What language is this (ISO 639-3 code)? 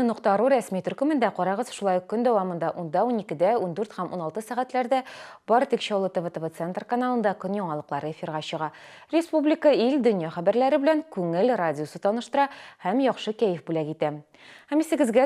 tat